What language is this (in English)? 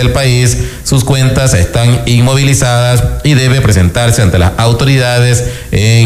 Spanish